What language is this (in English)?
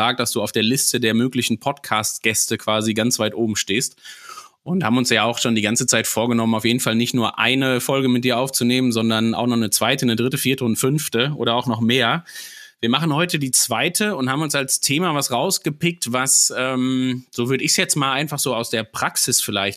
German